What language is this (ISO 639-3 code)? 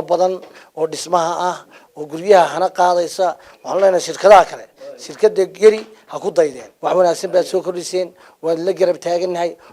som